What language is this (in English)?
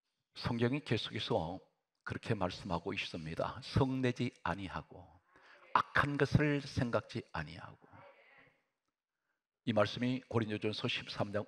Korean